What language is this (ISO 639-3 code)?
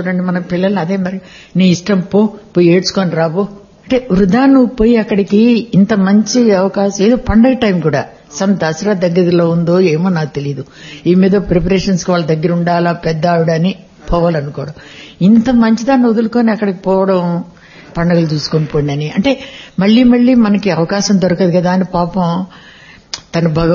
tel